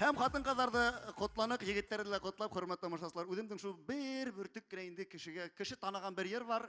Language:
Bashkir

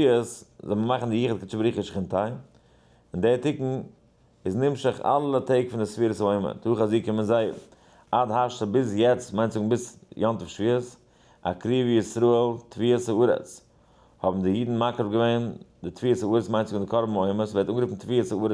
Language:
Yiddish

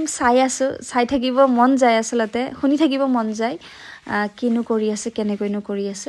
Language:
Assamese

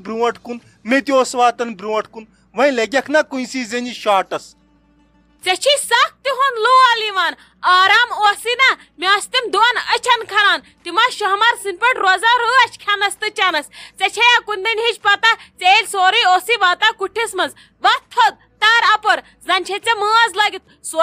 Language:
Kashmiri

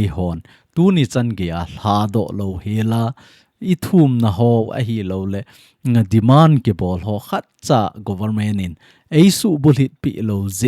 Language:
Thado Chin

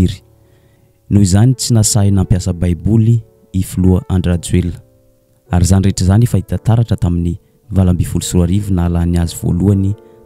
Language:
Malagasy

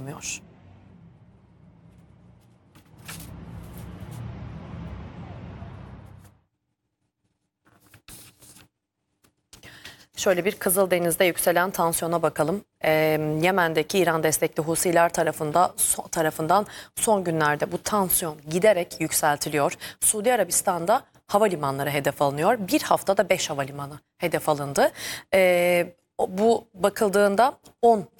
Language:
Turkish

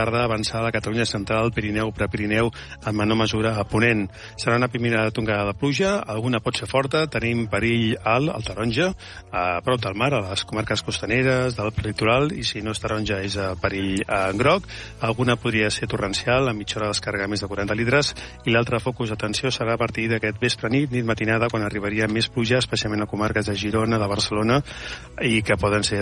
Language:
Catalan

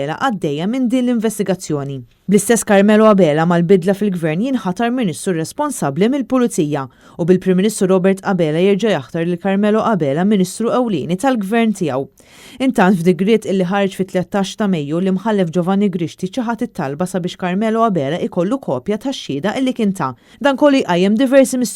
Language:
Maltese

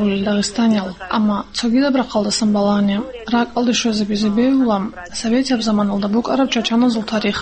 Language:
Avaric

